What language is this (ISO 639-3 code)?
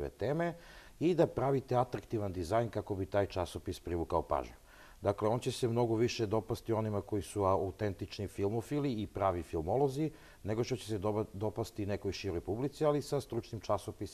srp